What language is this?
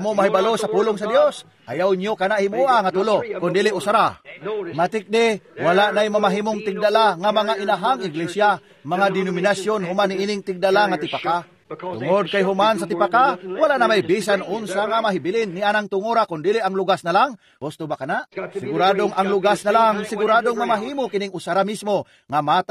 Cebuano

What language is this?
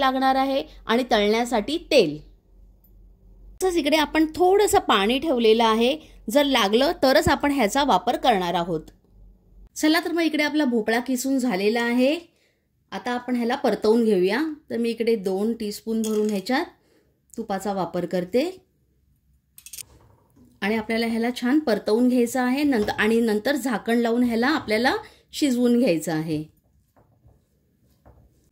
Marathi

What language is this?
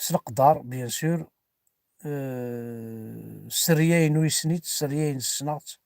Kabyle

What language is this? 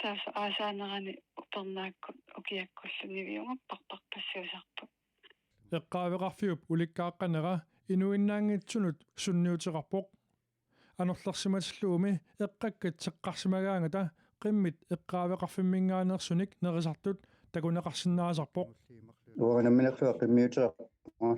Kalaallisut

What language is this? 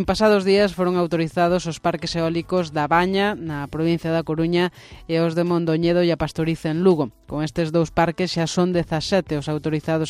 Galician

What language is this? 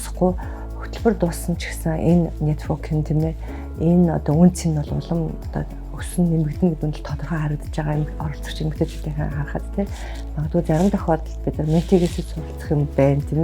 Mongolian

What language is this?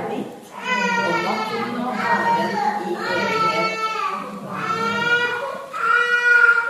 Norwegian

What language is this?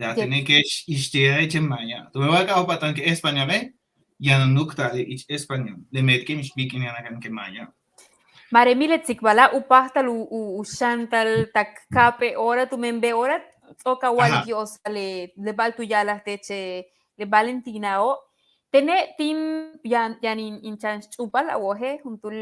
Yucateco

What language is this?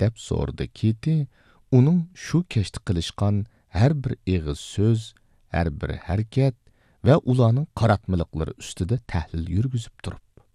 Uyghur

